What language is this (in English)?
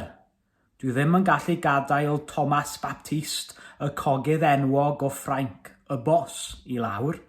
Welsh